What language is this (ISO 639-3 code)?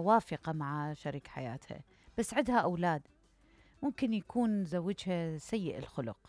acm